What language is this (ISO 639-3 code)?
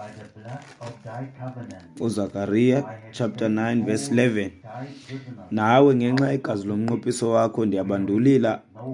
xho